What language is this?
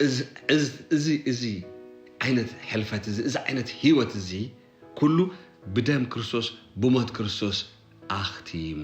Tigrinya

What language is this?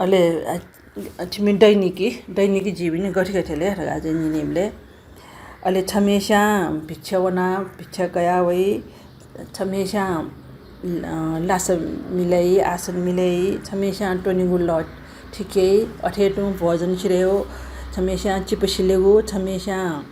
Newari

